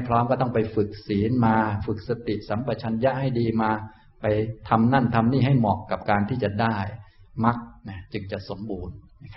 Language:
Thai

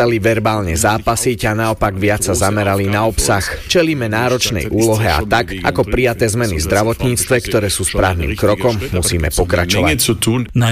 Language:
Slovak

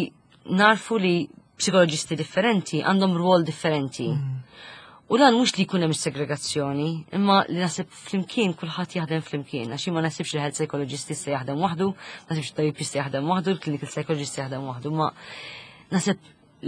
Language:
Maltese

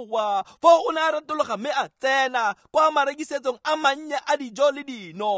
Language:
Tswana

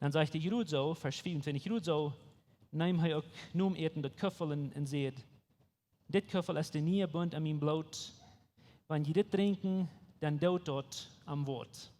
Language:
Plautdietsch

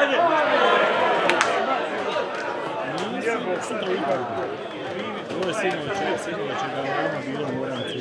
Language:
Croatian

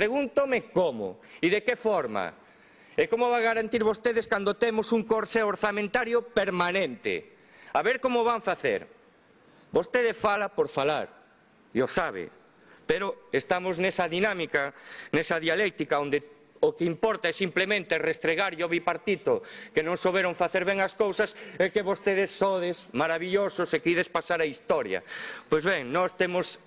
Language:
Galician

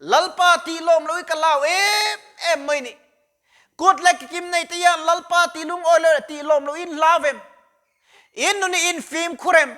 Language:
Mizo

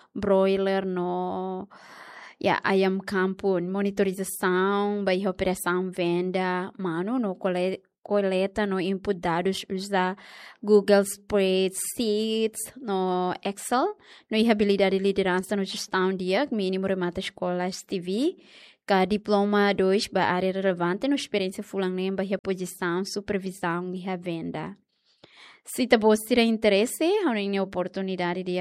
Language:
Tetum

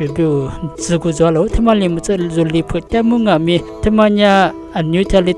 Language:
Lisu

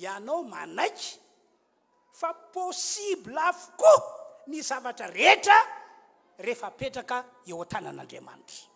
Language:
Malagasy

